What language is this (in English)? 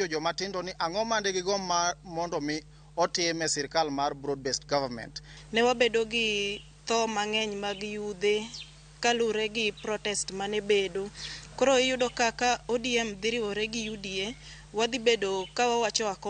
Luo (Kenya and Tanzania)